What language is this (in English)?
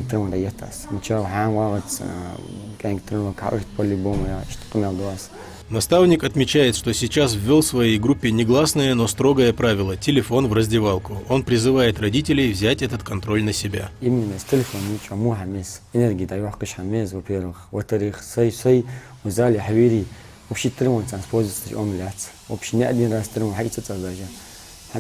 Ingush